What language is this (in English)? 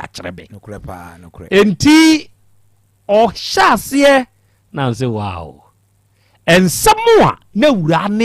Akan